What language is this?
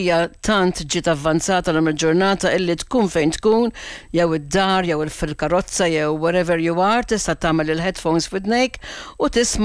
Maltese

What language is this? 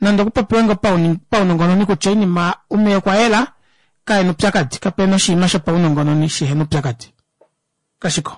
Kuanyama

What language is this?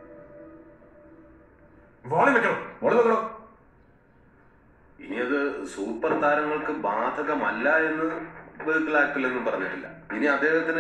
Malayalam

